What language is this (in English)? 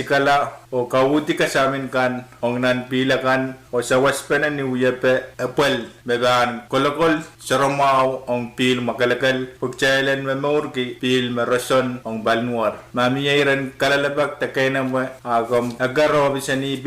Pohnpeian